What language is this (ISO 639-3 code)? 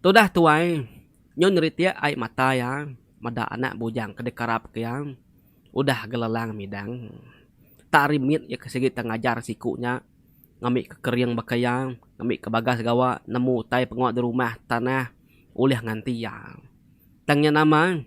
iba